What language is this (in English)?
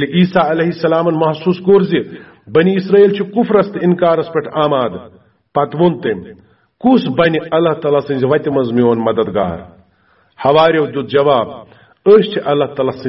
Kashmiri